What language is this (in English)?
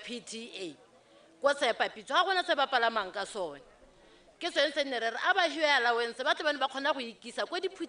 Tswana